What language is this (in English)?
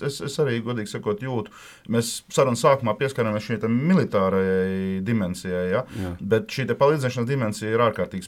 Latvian